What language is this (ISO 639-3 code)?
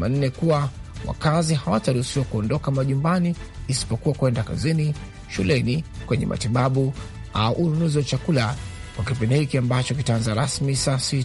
swa